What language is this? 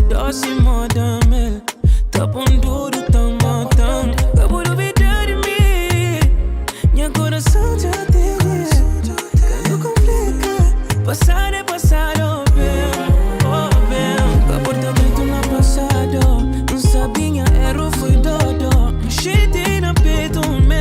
Kabuverdianu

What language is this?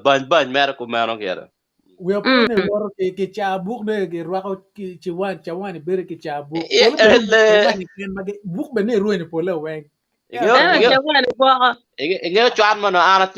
Acoli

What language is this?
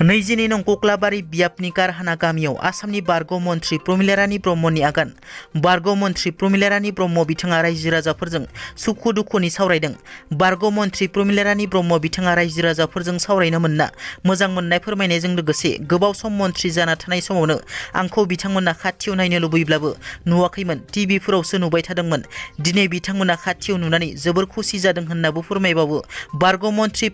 Bodo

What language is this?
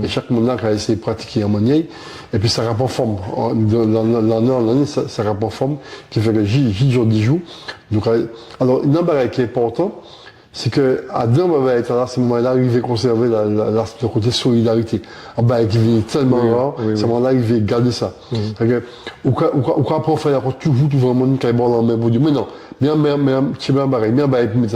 Guadeloupean Creole French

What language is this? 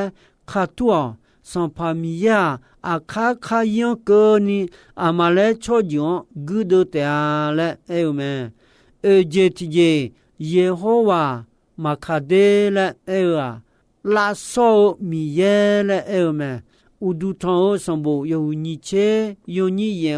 Akha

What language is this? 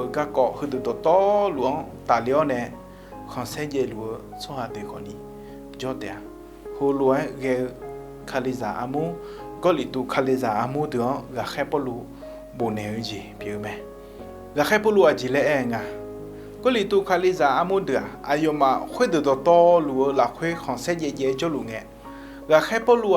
Akha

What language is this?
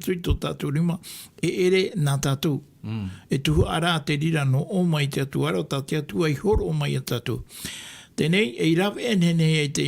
Tahitian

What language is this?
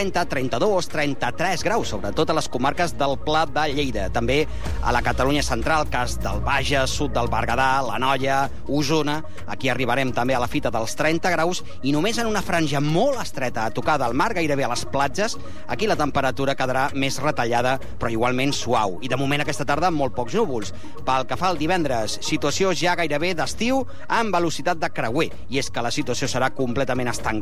Catalan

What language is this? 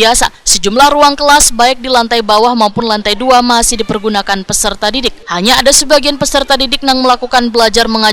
Banjar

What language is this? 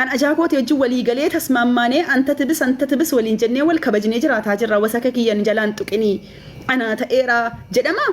Oromo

